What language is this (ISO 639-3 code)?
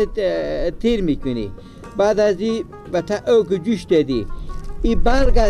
fas